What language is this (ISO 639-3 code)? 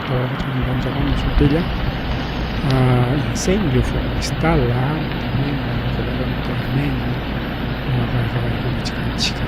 quy